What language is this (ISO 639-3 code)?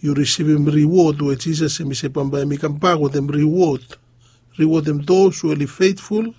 bis